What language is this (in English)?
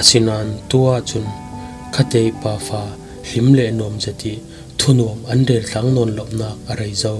Falam Chin